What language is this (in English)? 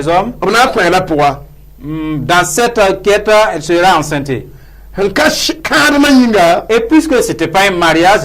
Mossi